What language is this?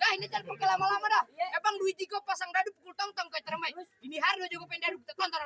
Betawi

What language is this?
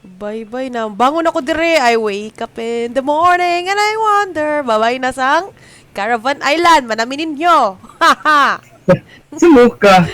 Cebuano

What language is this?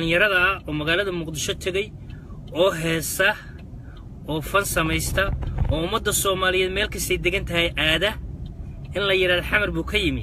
Somali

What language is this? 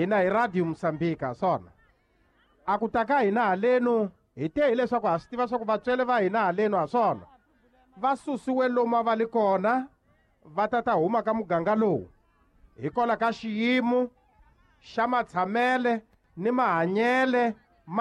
Tsonga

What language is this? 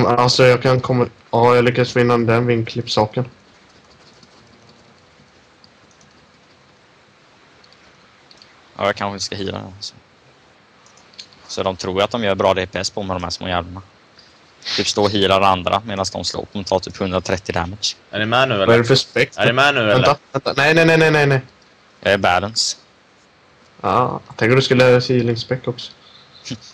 Swedish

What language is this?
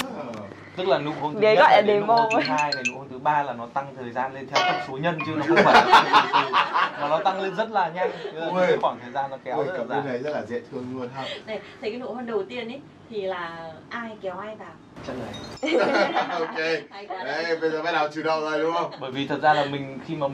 Vietnamese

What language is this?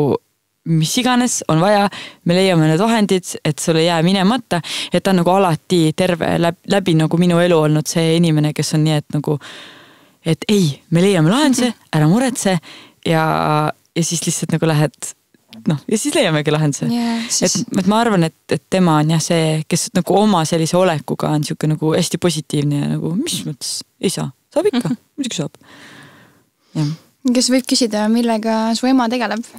Estonian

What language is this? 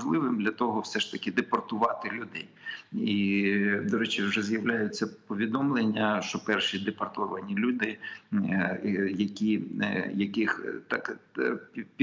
Ukrainian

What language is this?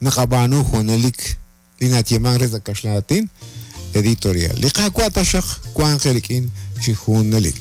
Kekchí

